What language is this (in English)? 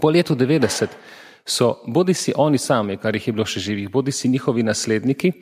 Slovenian